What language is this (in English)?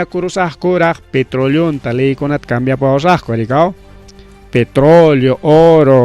Ayacucho Quechua